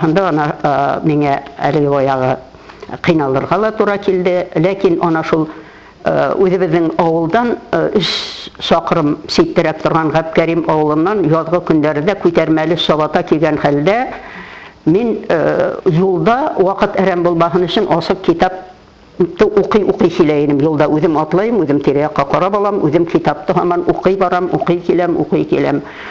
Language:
Bashkir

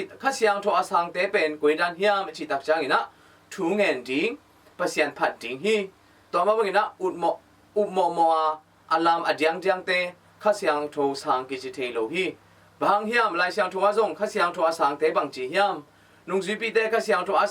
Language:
Tedim Chin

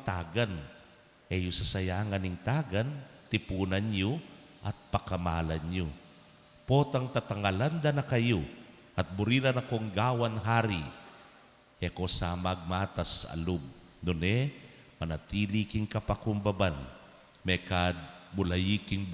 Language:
Pampanga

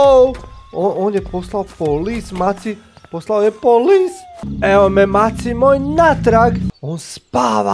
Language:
Croatian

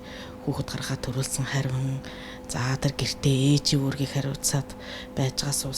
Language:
Mongolian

